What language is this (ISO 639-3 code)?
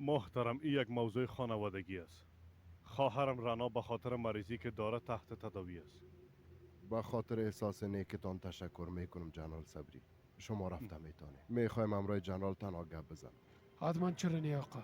fas